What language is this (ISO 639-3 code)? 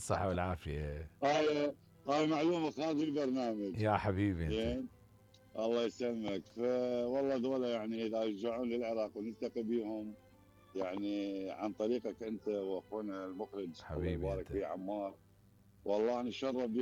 acm